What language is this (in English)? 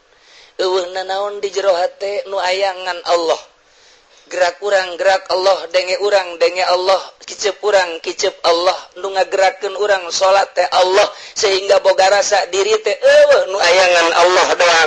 Sundanese